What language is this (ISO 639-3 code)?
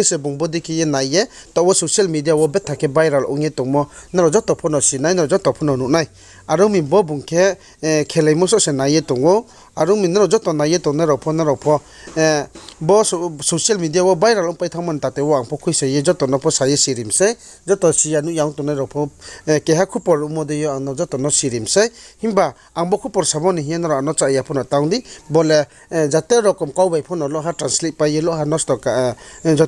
ria